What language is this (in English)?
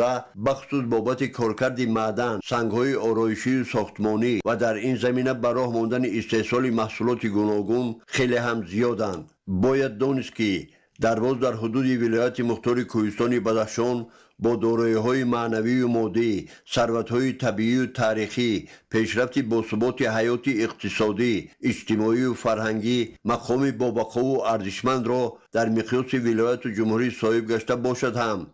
Tajik